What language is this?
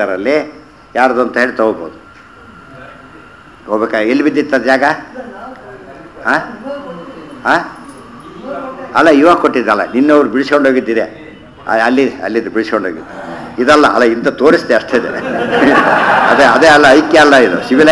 Kannada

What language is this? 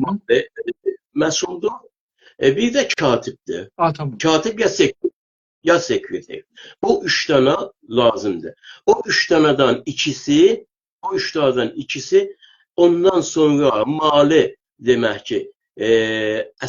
South Azerbaijani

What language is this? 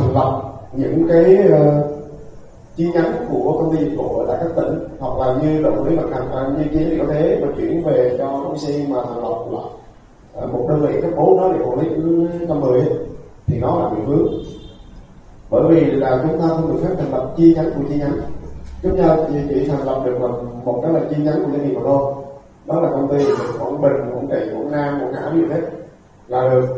Vietnamese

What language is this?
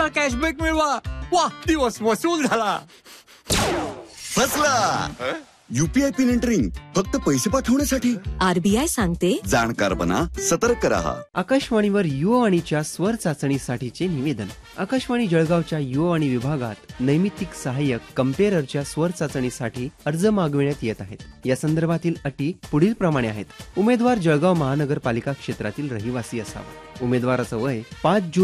Marathi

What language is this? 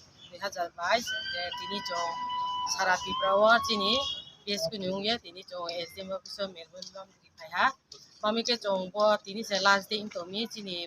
Riang (India)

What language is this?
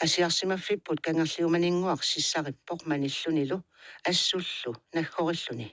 Kalaallisut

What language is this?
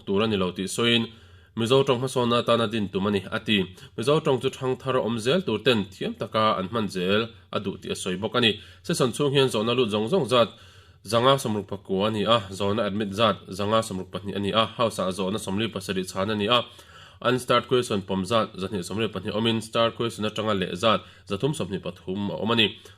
Mizo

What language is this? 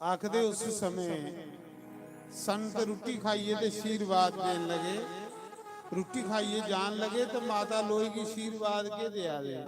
Dogri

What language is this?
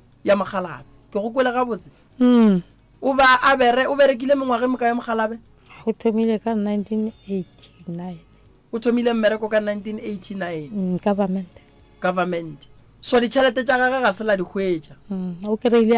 Northern Sotho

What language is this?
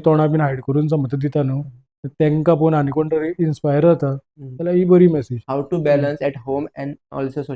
Konkani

